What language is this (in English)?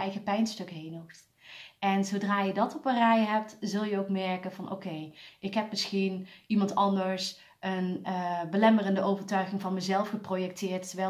Dutch